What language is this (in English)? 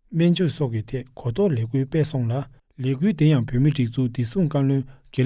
Tibetan